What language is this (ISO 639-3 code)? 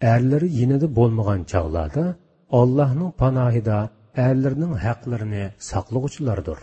uig